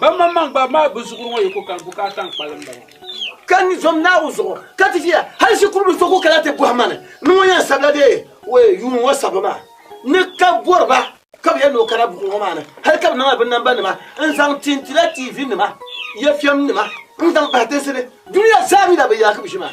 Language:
Dagbani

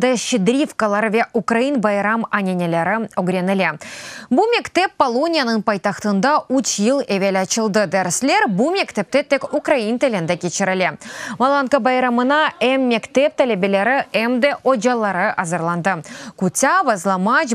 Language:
Crimean Tatar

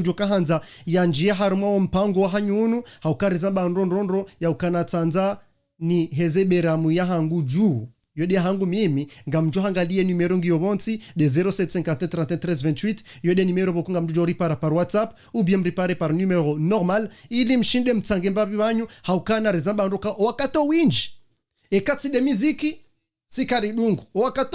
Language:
Ngazidja Comorian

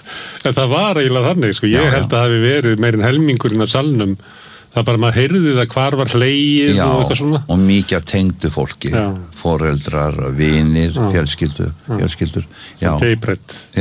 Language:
Icelandic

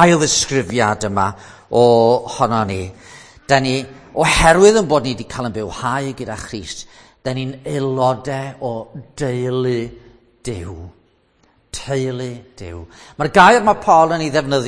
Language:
Welsh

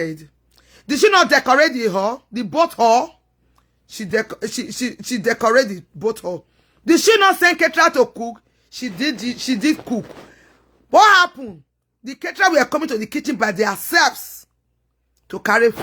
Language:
Nigerian Pidgin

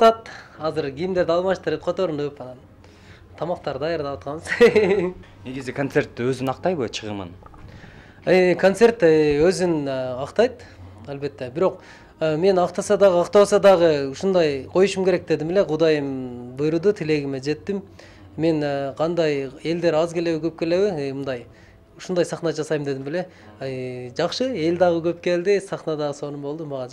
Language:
Kyrgyz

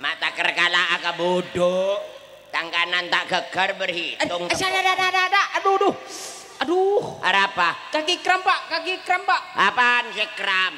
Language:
Madurese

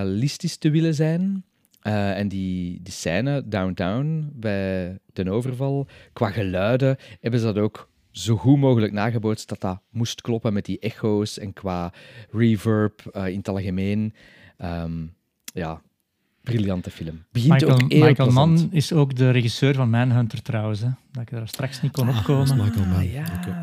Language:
Dutch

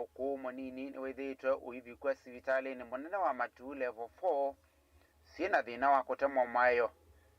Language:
Kamba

